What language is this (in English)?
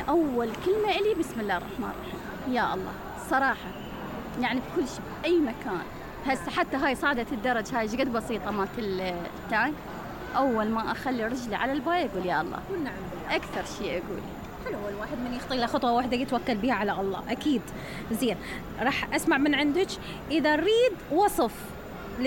Mesopotamian Arabic